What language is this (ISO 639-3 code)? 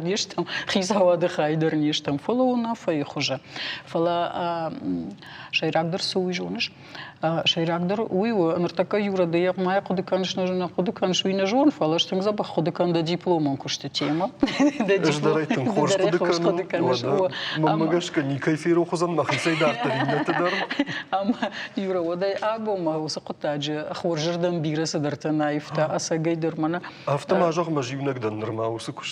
oss